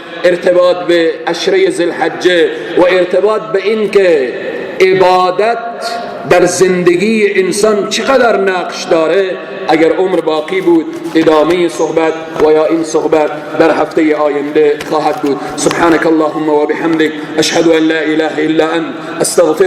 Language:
Persian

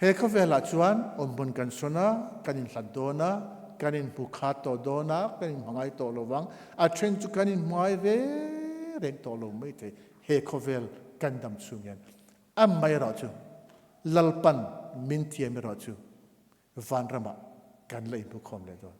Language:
Mizo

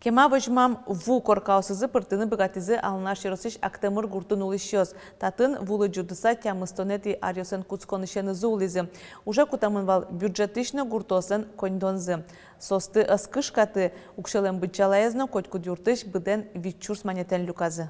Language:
Udmurt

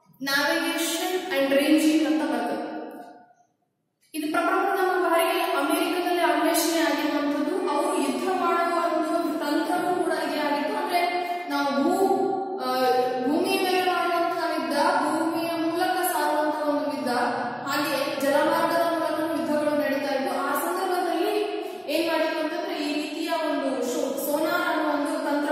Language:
Kannada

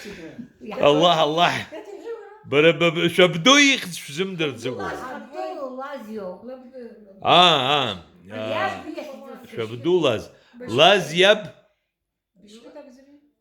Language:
Abkhazian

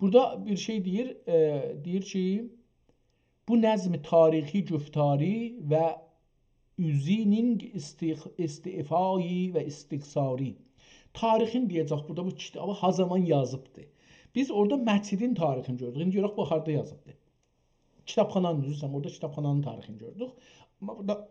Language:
South Azerbaijani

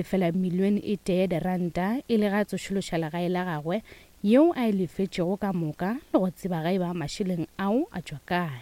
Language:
Northern Sotho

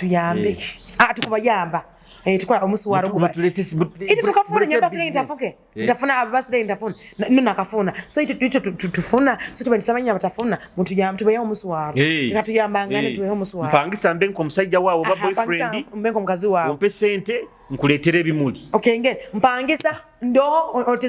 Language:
Nyoro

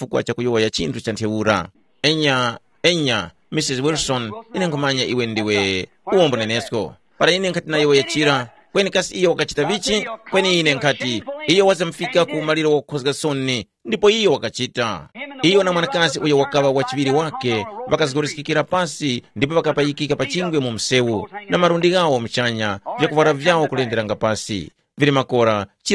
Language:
Tumbuka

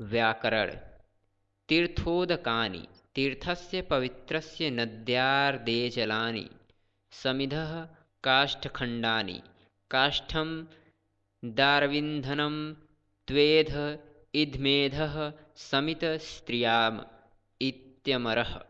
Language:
Sanskrit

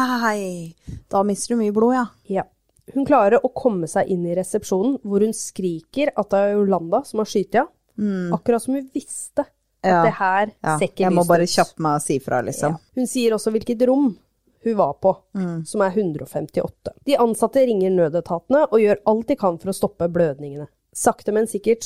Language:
Norwegian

